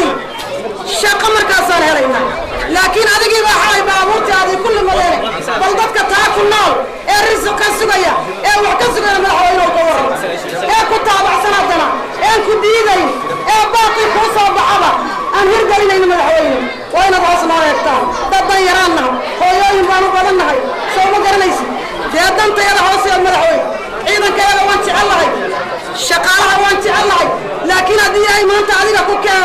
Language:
Somali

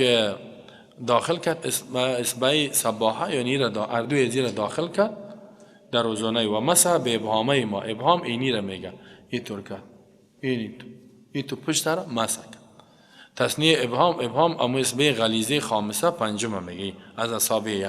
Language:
Persian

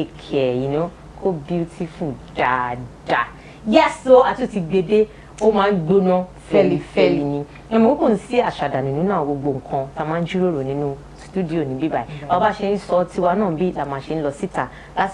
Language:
Yoruba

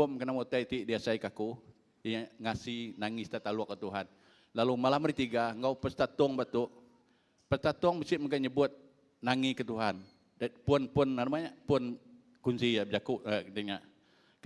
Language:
Iban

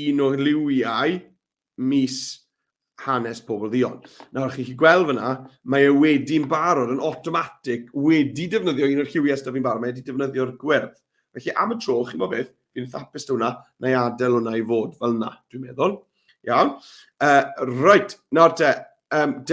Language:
Welsh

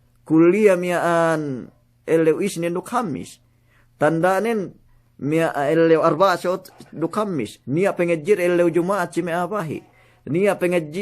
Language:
Yakan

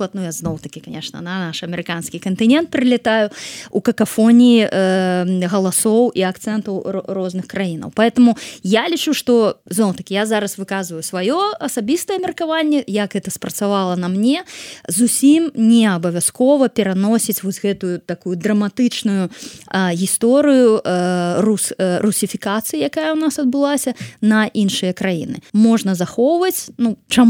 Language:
Belarusian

